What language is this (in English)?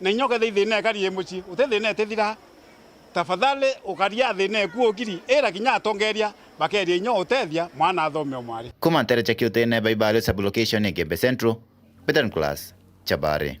Meru